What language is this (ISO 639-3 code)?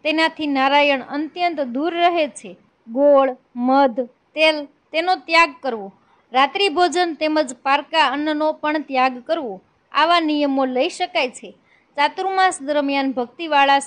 guj